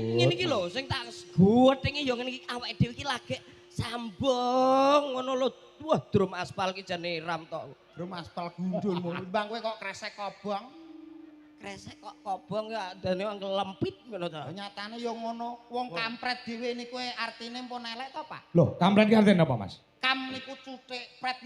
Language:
Javanese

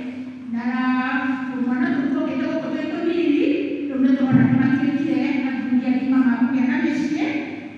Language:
Kikuyu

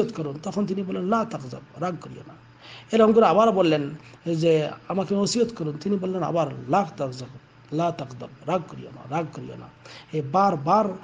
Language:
Bangla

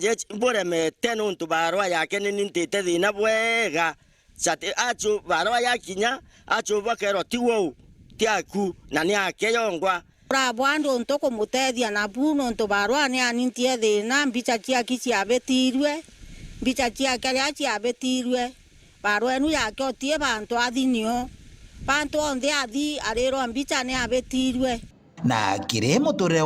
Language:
Meru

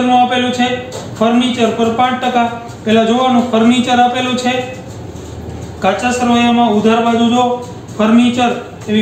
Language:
Gujarati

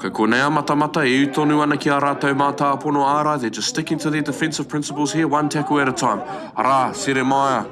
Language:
Māori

